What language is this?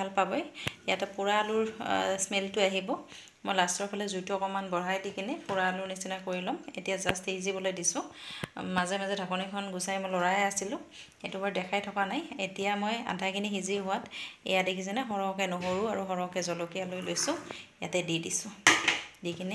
Assamese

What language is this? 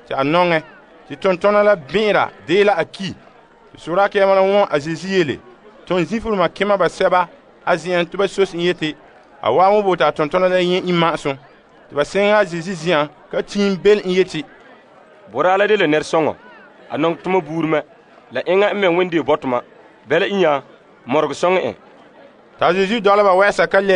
Frafra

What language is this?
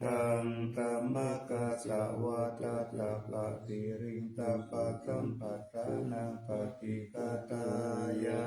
Pali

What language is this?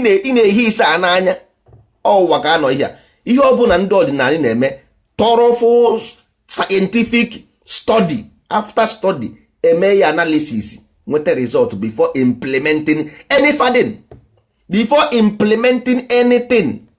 Igbo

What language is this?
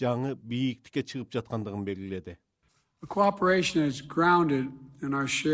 Kyrgyz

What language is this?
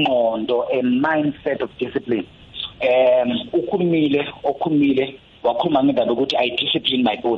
South Ndebele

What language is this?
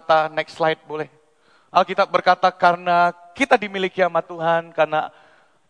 Indonesian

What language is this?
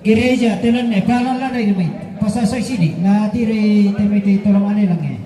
Toraja-Sa'dan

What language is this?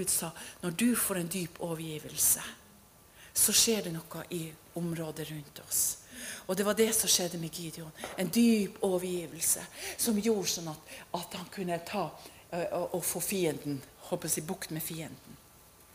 Norwegian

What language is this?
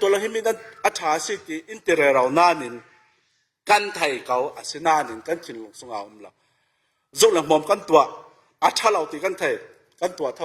Falam Chin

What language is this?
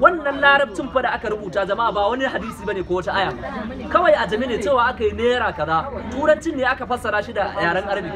Hausa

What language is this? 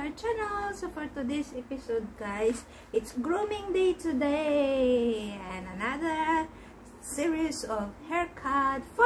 English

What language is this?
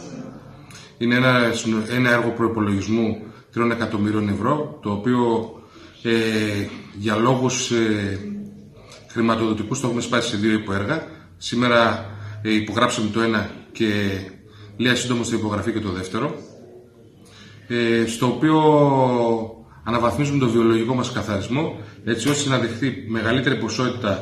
Greek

